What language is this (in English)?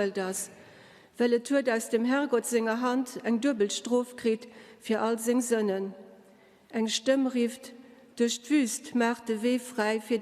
Luxembourgish